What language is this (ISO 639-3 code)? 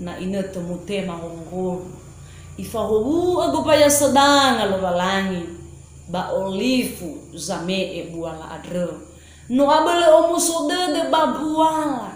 nia